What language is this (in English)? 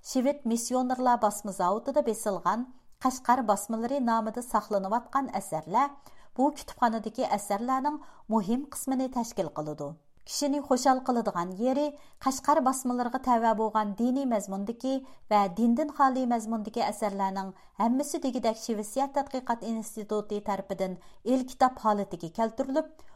Uyghur